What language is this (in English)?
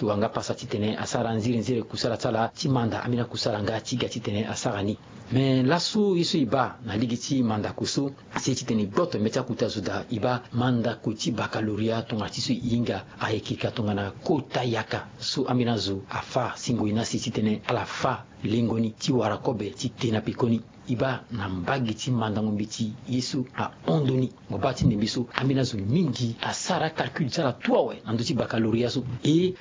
Sango